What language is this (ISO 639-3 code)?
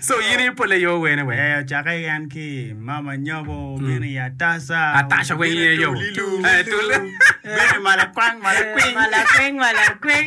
ach